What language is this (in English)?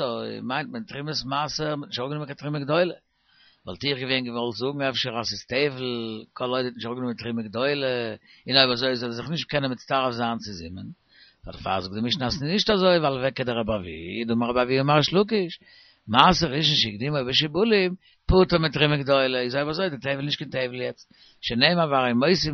Yiddish